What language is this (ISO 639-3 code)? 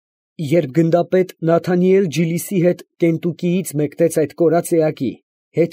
hye